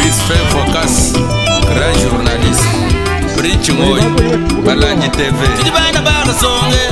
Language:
Luba-Lulua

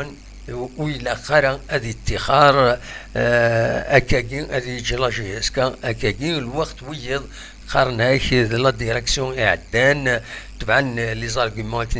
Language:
Kabyle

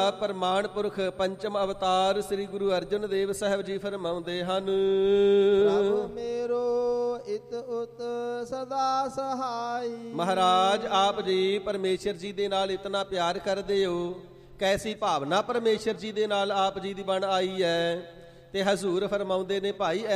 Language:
Punjabi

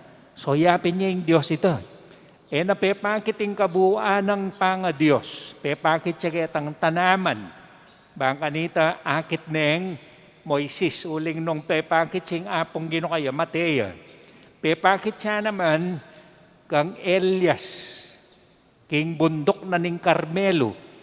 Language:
Pampanga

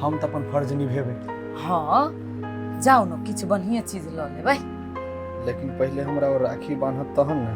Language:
Maithili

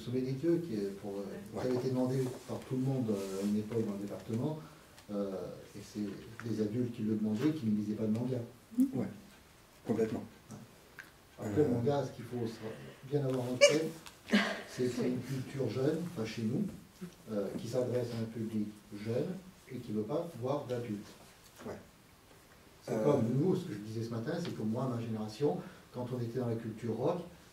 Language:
French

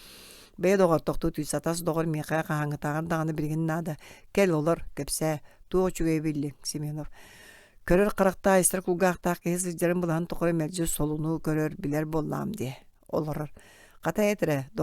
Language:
Yakut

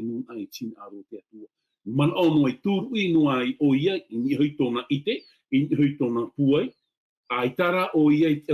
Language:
Tahitian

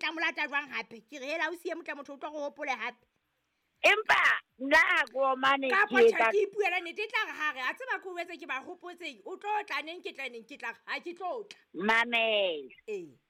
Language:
Southern Sotho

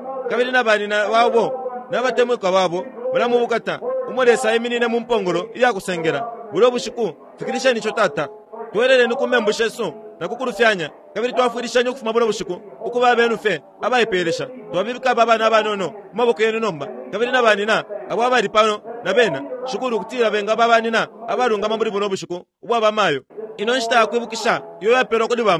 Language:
Bemba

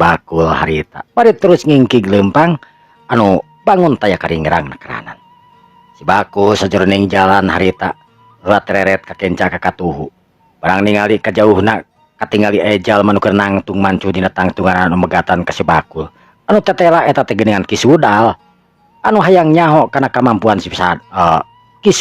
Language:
Sundanese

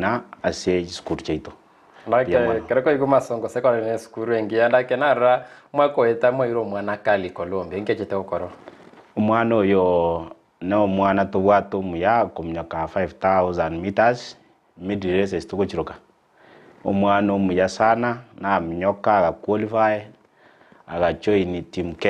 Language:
Gusii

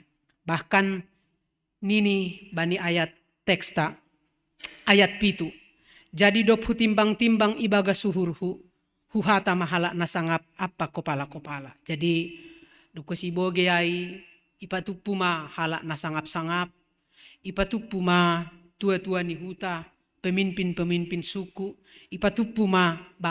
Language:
Batak Simalungun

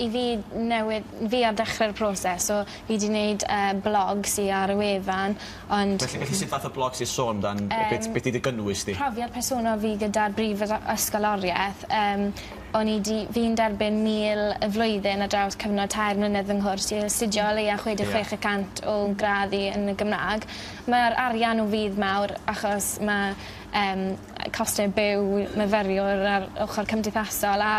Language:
Welsh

